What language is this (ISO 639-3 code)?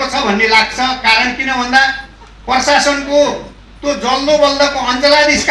nep